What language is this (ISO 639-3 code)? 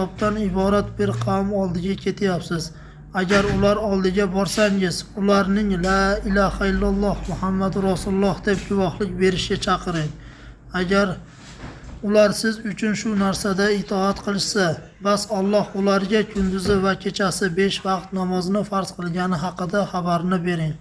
uzb